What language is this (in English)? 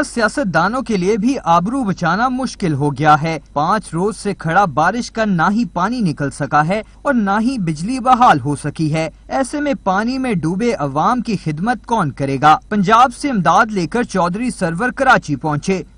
Urdu